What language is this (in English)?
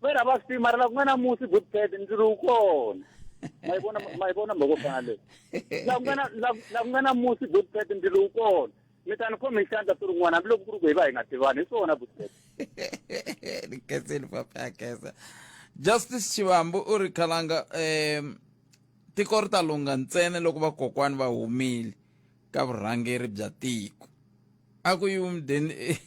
Tsonga